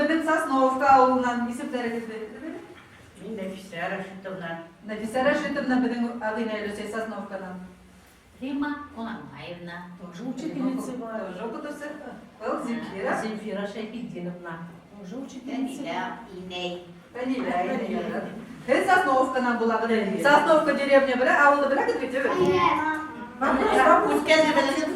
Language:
Bashkir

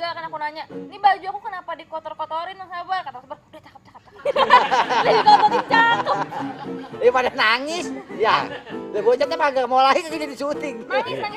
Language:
Betawi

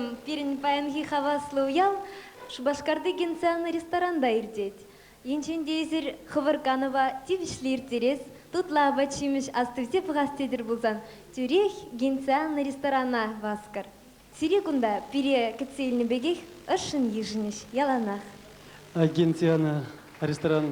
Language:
Chuvash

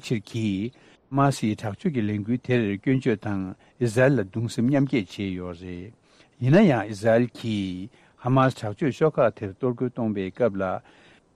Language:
Tibetan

